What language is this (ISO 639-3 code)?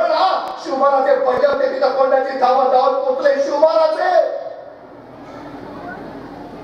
mar